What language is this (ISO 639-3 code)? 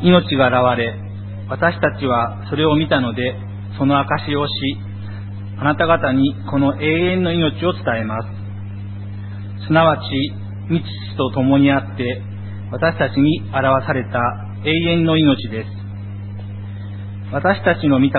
jpn